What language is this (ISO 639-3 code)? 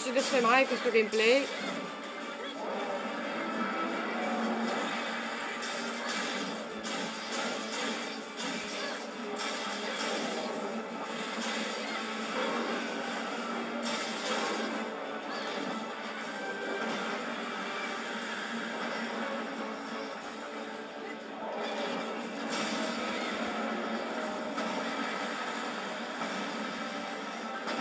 ita